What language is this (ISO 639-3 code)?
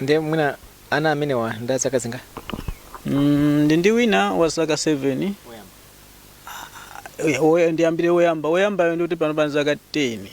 nya